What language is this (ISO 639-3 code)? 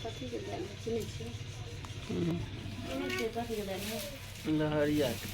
mai